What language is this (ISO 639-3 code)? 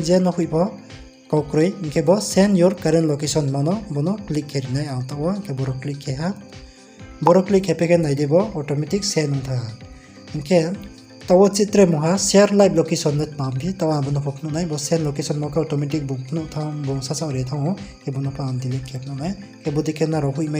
ria